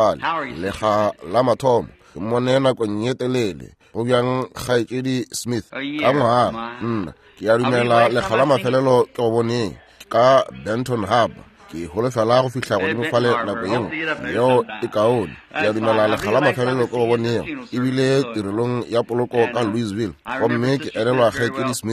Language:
Northern Sotho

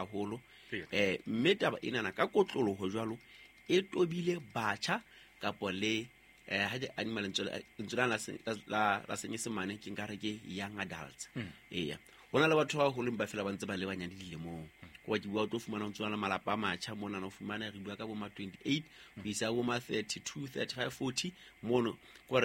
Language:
Southern Sotho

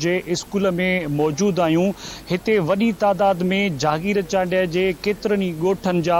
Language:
Sindhi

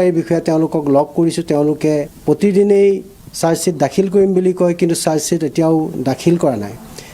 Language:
Assamese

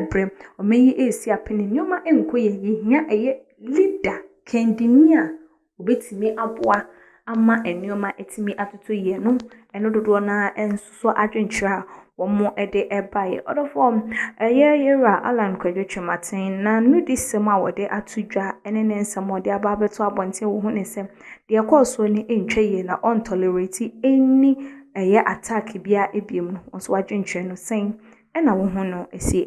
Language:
Akan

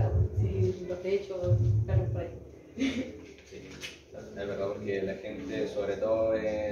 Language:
Spanish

